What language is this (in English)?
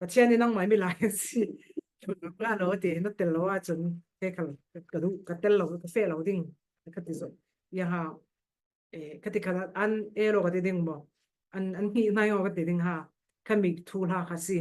Falam Chin